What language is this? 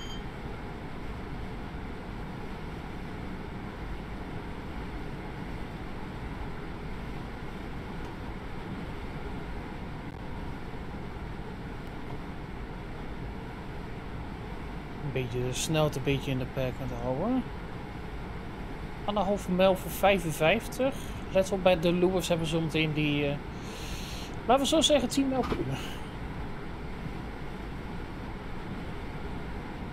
Dutch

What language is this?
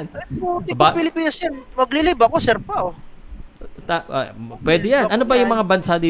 Filipino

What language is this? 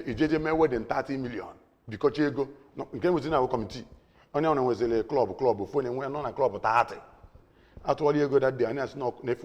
Igbo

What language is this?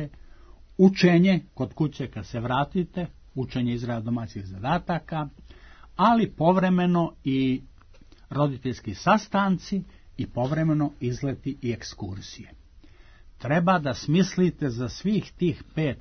Serbian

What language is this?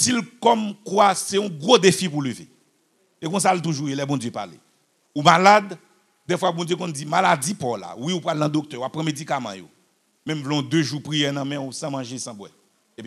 Haitian Creole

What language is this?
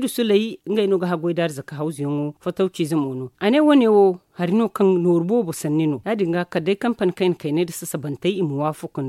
Zarma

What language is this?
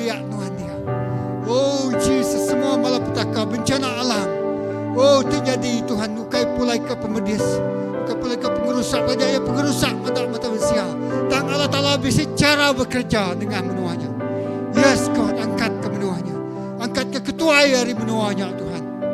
Iban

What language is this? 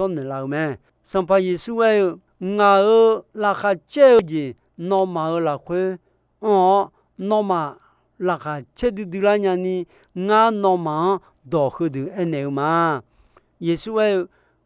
Akha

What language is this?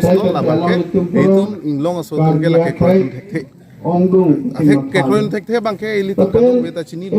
Karbi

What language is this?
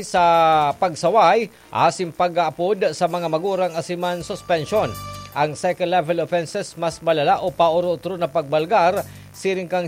Bikol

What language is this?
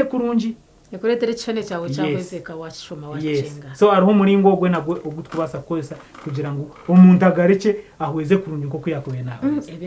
Nyankole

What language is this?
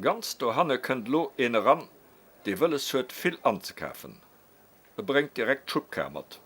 Luxembourgish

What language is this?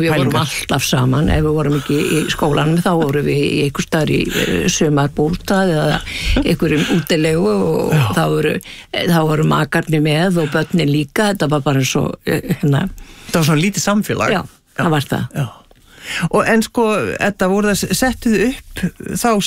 Icelandic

